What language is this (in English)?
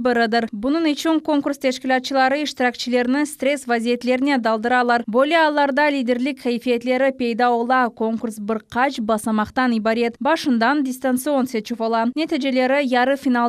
Crimean Tatar